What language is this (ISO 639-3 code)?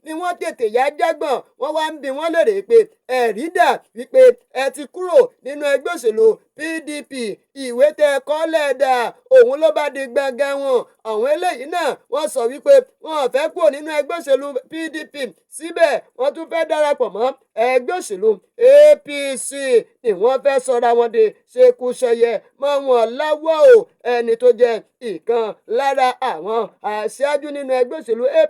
yor